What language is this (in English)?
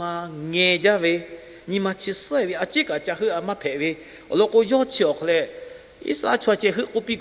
Lahu